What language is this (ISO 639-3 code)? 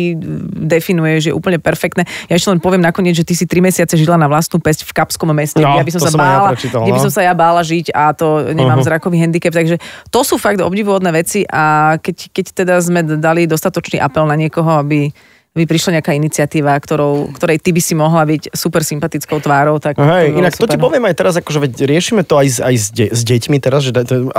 slk